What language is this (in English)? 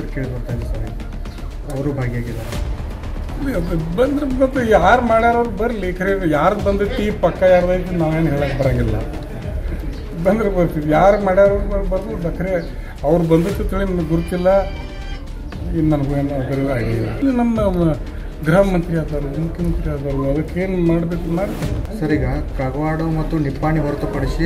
Kannada